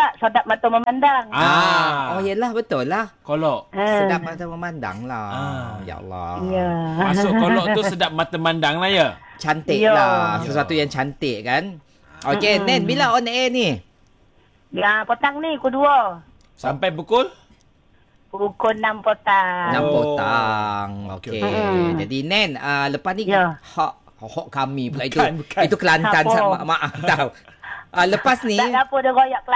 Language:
Malay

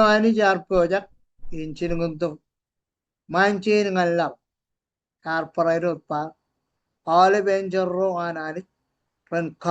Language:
Marshallese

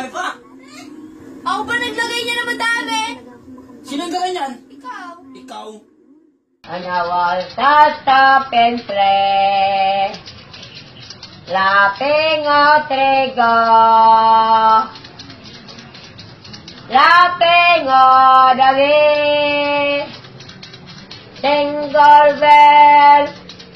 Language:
Filipino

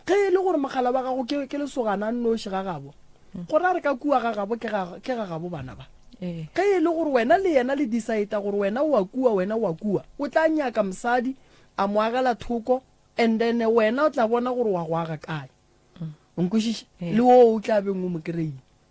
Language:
Northern Sotho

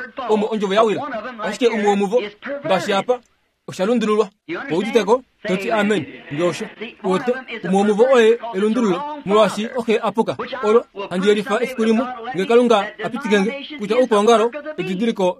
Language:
Kuanyama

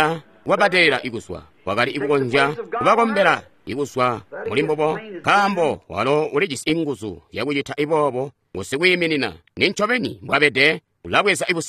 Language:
Tonga (Zambia)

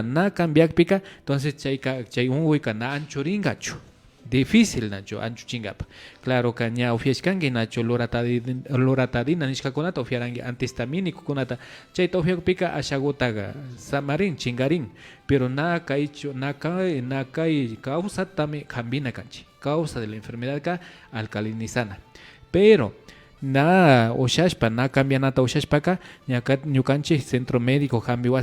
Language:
Imbabura Highland Quichua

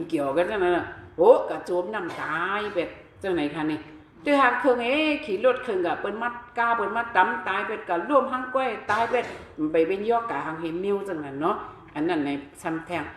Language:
Shan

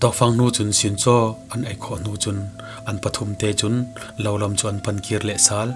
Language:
Falam Chin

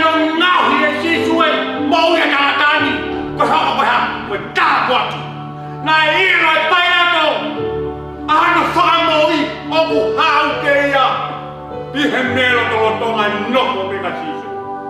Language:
Tongan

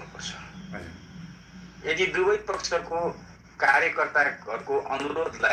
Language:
Nepali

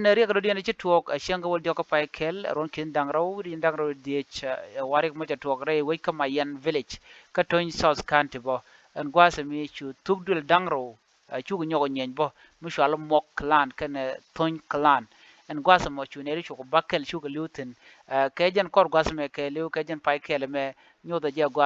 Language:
Nuer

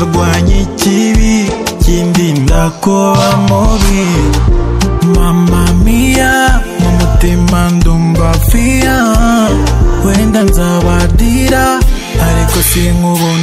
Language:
Kinyarwanda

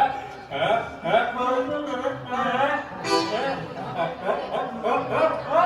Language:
Konkani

